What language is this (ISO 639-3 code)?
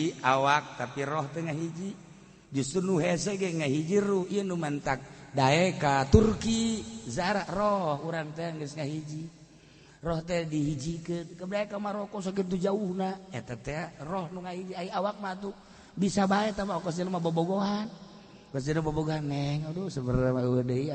sun